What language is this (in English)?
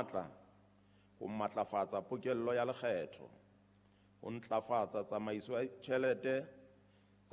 Southern Sotho